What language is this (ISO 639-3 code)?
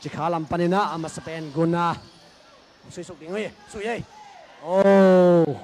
ctd